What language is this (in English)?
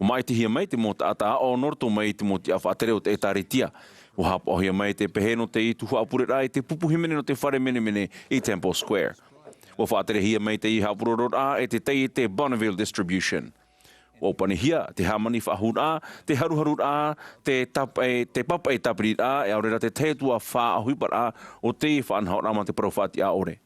Tahitian